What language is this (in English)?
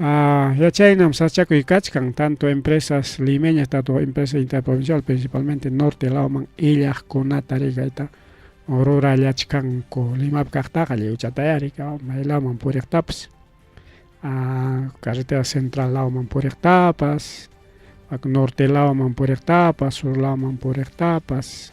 Ayacucho Quechua